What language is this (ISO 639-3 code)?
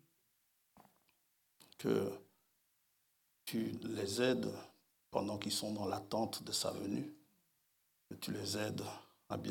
fra